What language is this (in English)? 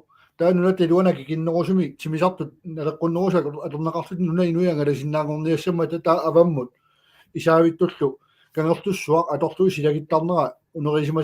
Kalaallisut